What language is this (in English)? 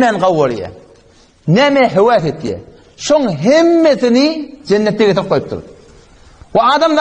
Turkmen